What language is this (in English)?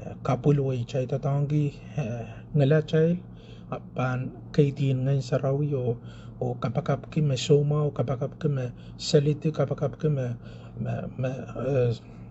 Pohnpeian